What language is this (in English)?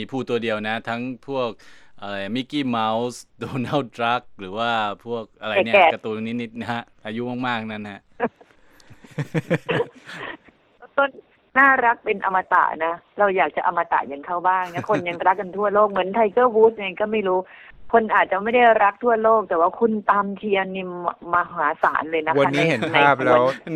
Thai